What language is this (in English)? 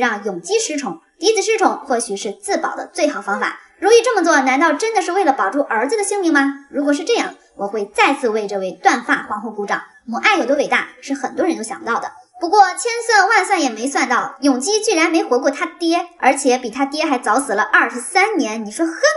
Chinese